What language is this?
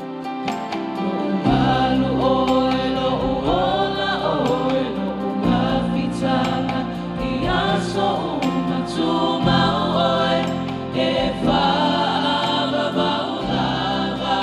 Samoan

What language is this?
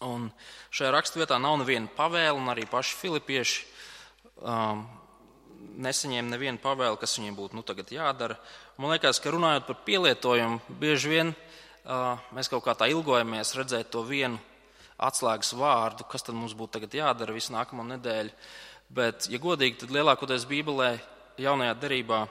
Latvian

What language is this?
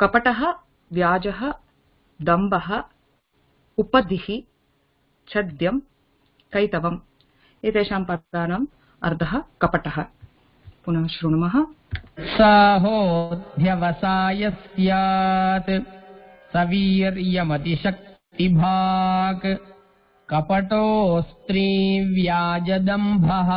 Sanskrit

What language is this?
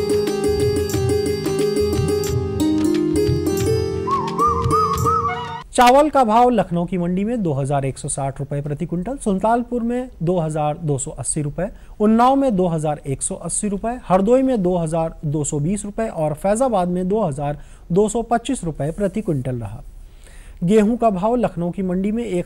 Hindi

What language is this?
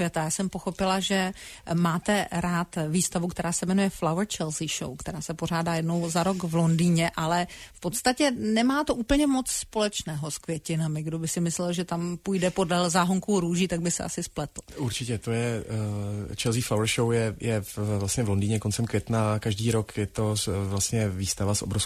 Czech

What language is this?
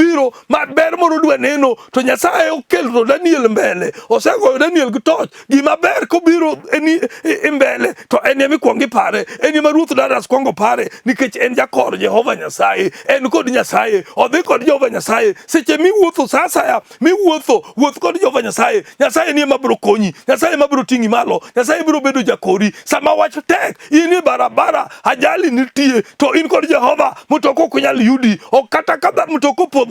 Luo (Kenya and Tanzania)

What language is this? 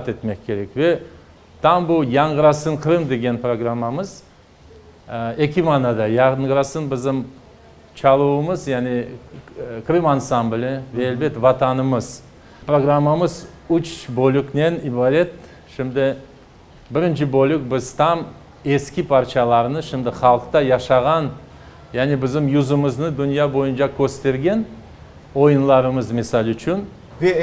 Crimean Tatar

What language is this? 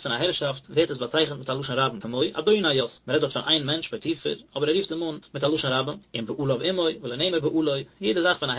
Yiddish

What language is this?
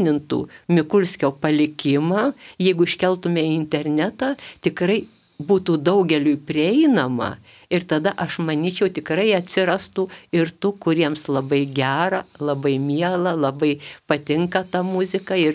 Lithuanian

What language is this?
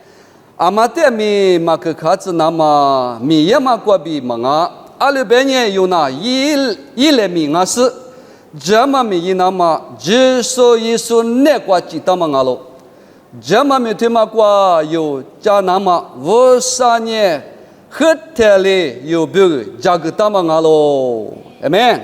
Lisu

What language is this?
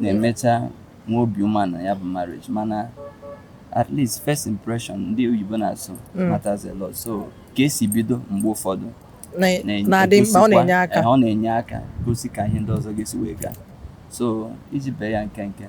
Igbo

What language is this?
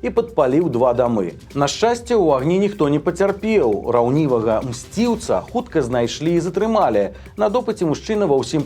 Belarusian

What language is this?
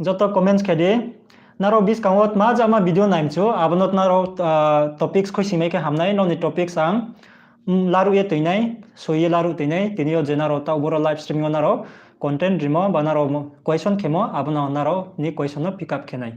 Riang (India)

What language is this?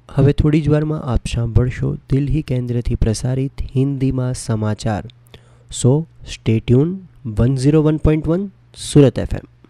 Gujarati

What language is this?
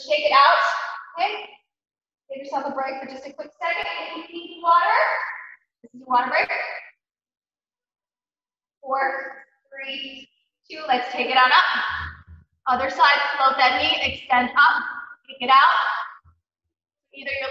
English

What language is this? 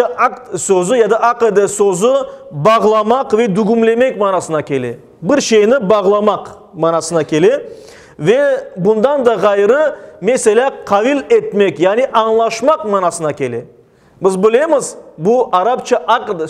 Crimean Tatar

